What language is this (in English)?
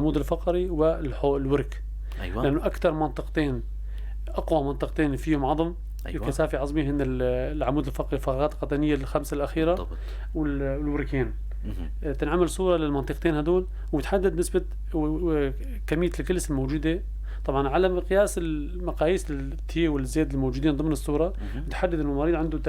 North Levantine Arabic